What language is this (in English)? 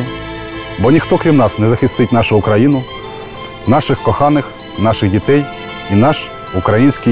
Ukrainian